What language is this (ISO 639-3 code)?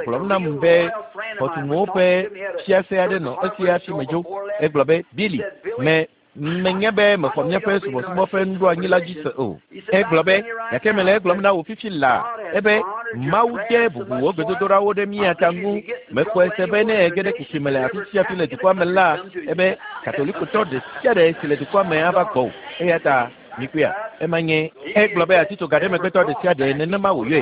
ewe